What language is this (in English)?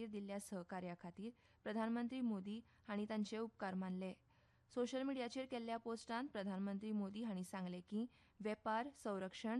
Konkani